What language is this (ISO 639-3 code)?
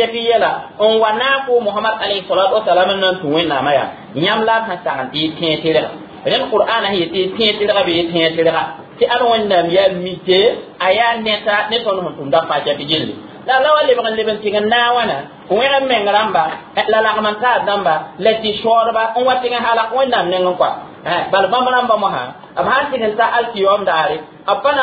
mos